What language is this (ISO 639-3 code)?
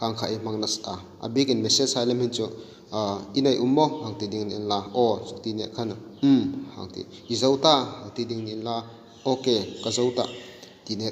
hmr